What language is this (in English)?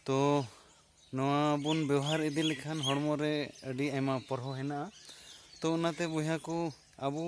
Santali